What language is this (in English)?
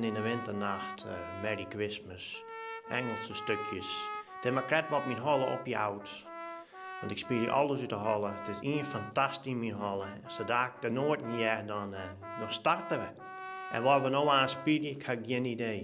Western Frisian